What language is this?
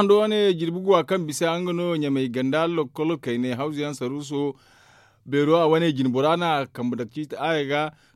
Zarma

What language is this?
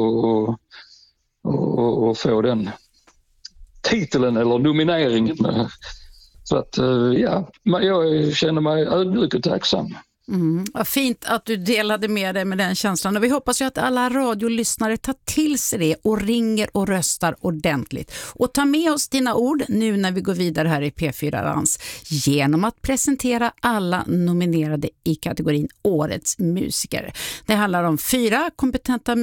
Swedish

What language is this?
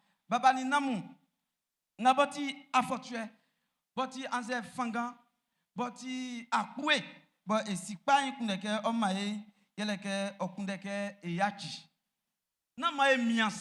Baoulé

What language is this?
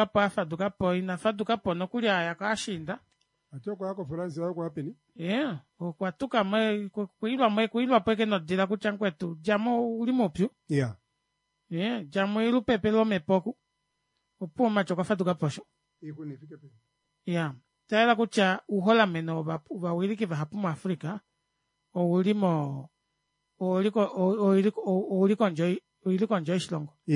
Kuanyama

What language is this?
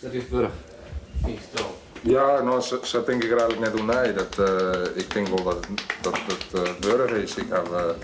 Western Frisian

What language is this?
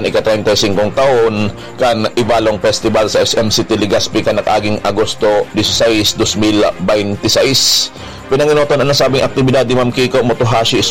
Bikol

